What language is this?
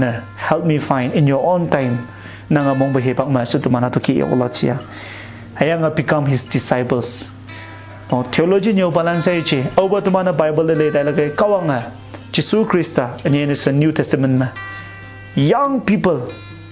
Konyak Naga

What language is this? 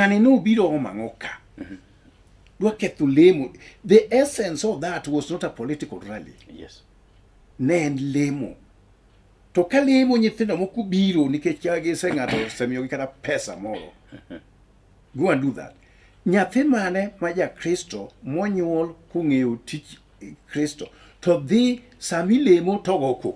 Luo (Kenya and Tanzania)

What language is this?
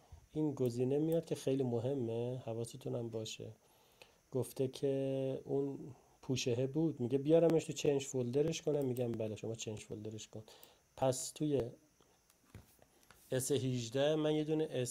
Persian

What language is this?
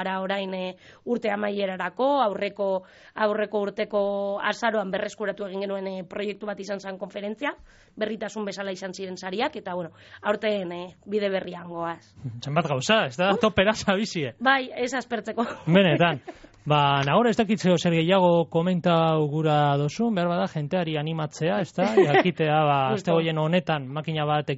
Basque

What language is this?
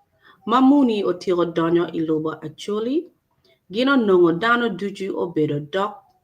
Acoli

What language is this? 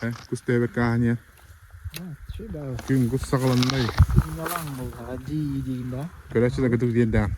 Yakut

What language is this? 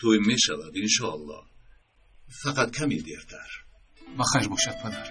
Tajik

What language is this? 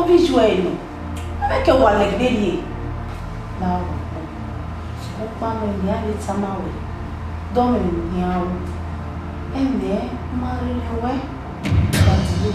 Bini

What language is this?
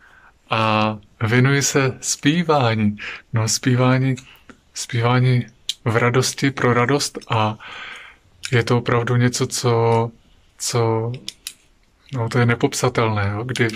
Czech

